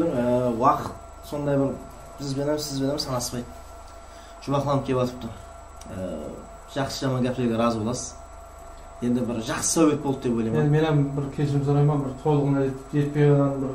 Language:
Kara-Kalpak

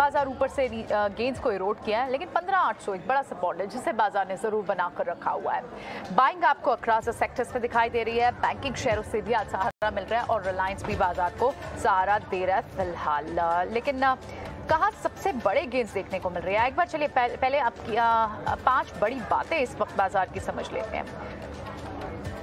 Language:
Hindi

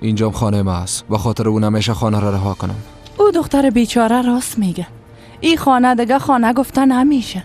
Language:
Persian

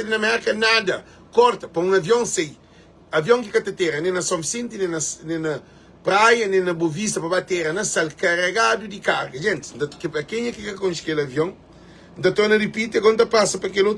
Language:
Kabuverdianu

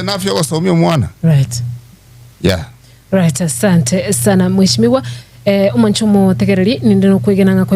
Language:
Gusii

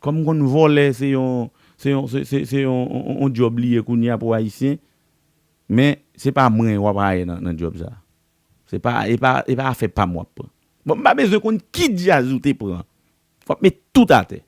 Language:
Haitian Creole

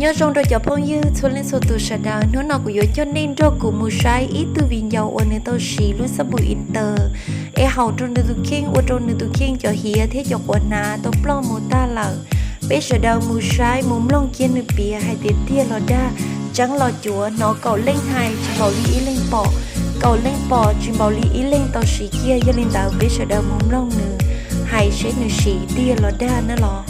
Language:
Hmong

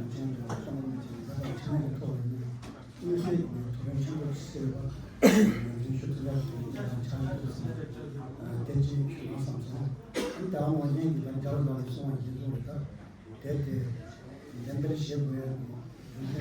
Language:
Tibetan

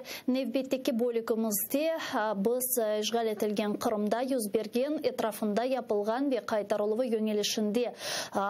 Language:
Crimean Tatar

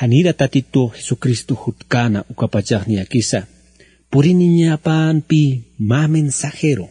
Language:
Aymara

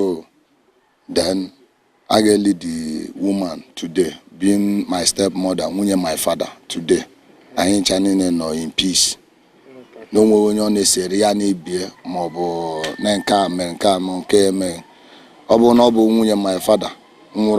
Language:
Igbo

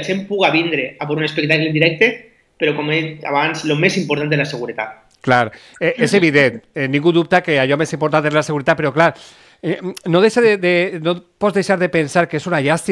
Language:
Catalan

